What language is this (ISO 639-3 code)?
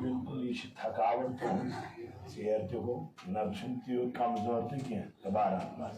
kas